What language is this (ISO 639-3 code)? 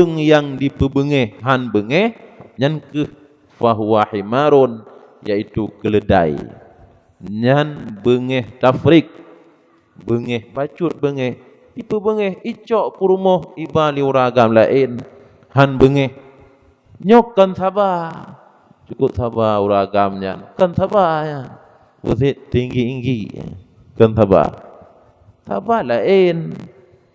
ace